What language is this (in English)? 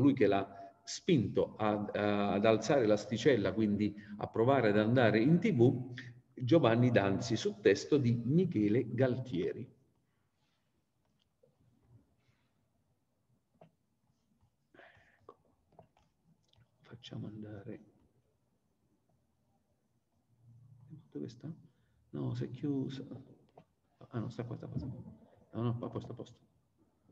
Italian